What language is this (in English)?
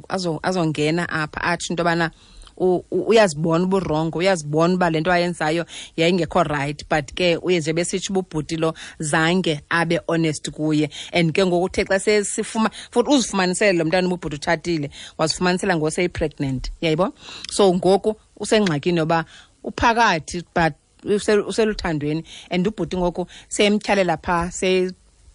Xhosa